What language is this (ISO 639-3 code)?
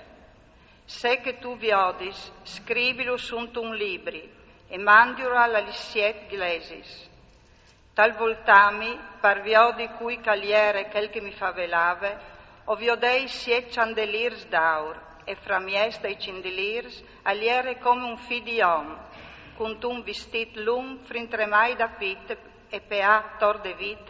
fur